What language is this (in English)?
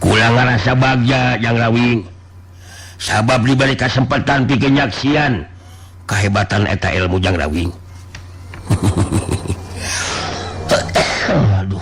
Sundanese